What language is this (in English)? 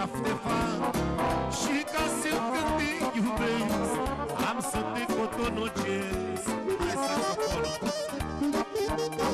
Romanian